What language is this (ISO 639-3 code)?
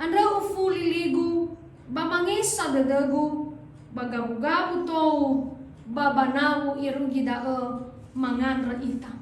nia